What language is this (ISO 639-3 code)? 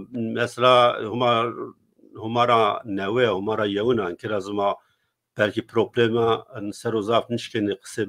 zza